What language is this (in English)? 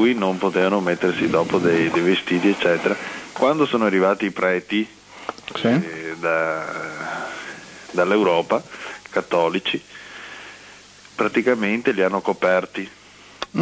Italian